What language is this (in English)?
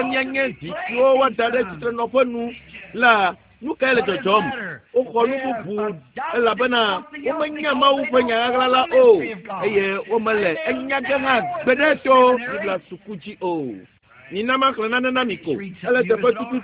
Ewe